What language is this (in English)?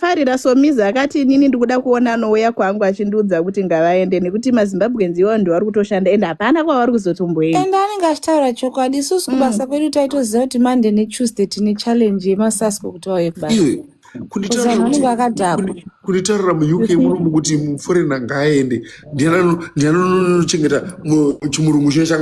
Shona